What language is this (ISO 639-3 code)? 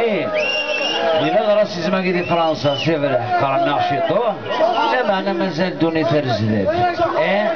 kab